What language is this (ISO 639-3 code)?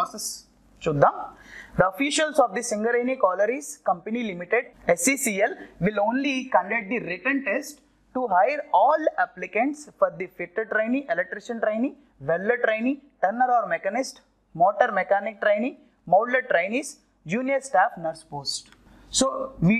tel